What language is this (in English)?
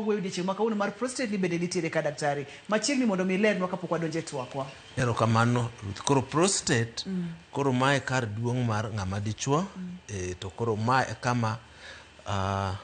Luo (Kenya and Tanzania)